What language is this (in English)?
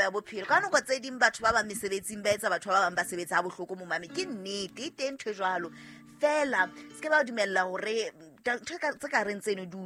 Southern Sotho